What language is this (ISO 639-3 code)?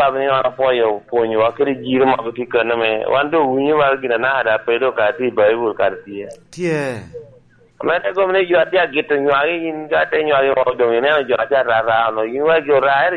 laj